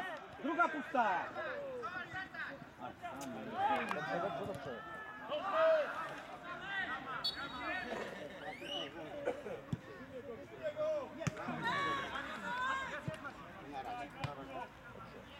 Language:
Polish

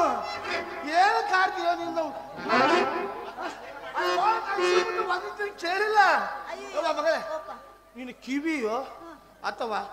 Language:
Kannada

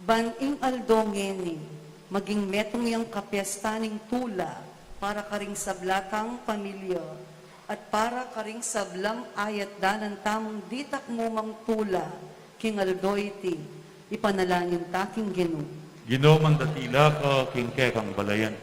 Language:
Pampanga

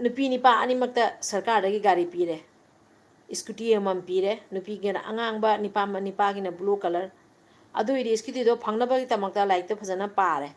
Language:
Manipuri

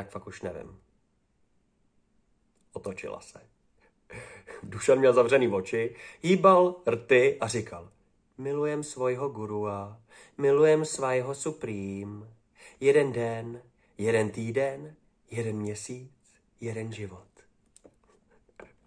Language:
Czech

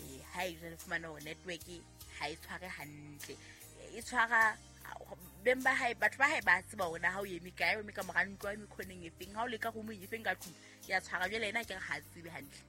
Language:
Southern Sotho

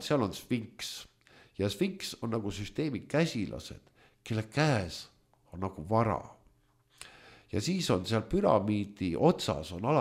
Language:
Estonian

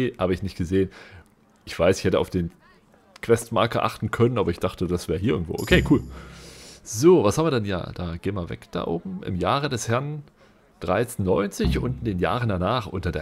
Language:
German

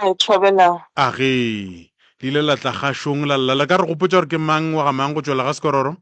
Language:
Northern Sotho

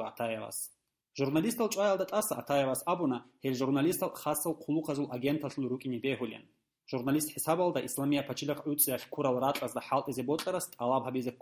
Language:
Avaric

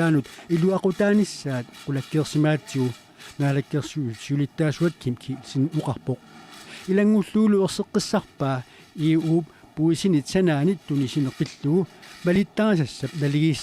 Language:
Kalaallisut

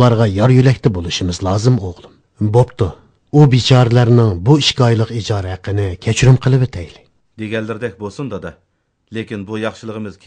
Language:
Uyghur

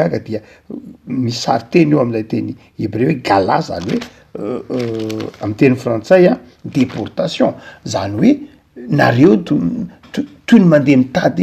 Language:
Malagasy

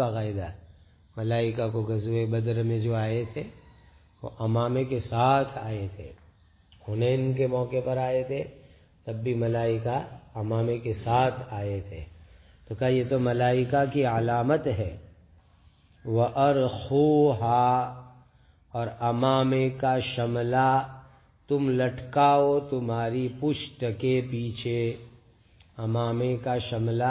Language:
Urdu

